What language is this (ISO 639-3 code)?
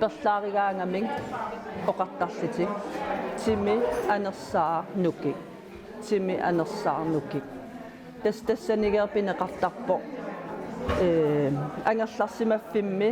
kal